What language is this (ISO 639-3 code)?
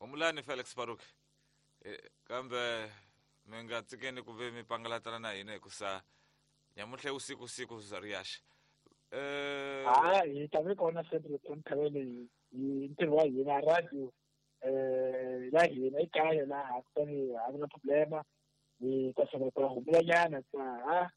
tso